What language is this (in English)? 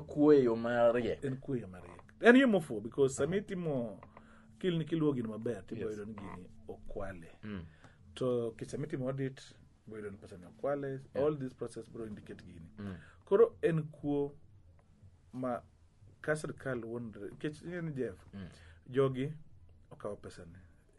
Luo (Kenya and Tanzania)